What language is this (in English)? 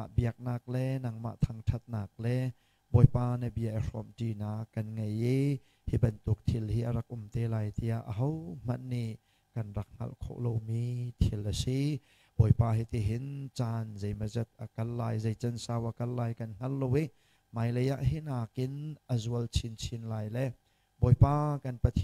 Hakha Chin